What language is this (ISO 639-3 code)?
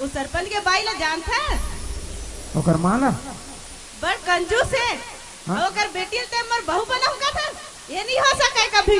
hne